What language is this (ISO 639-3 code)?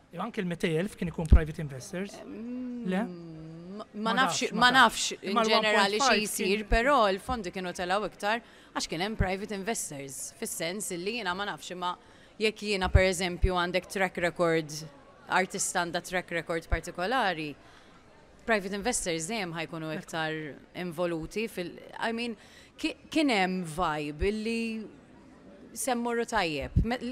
mlt